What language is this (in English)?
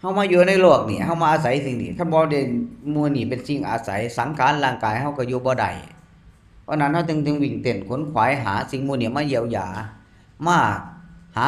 Northeastern Thai